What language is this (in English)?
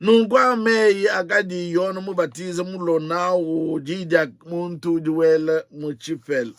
Luba-Lulua